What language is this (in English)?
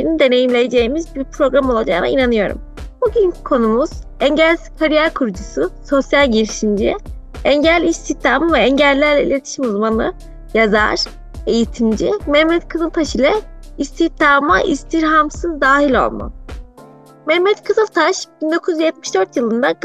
Turkish